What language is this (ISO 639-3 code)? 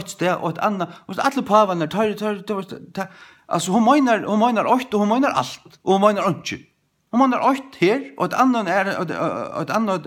fao